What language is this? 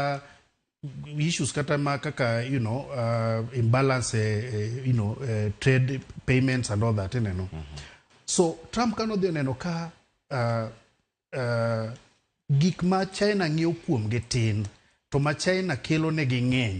Luo (Kenya and Tanzania)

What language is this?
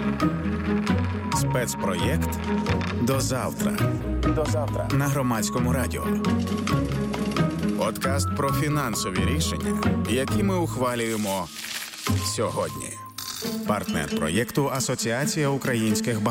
Ukrainian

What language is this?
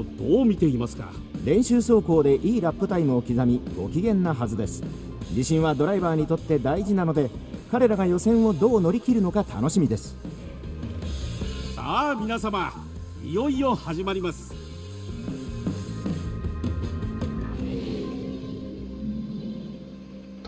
Japanese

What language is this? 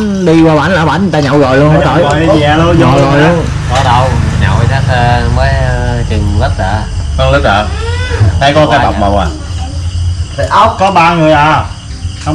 Vietnamese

